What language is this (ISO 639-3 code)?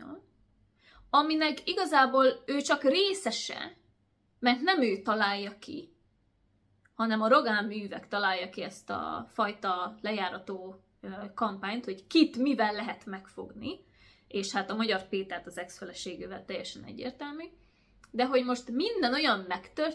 hun